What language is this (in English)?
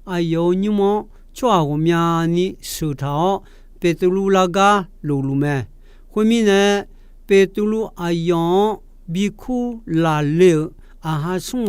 Akha